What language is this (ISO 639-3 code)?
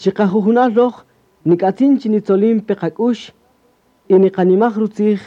cak